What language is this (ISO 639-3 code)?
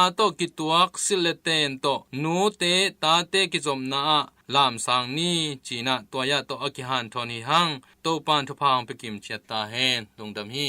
ctd